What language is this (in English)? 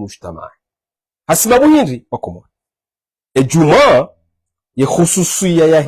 Ngazidja Comorian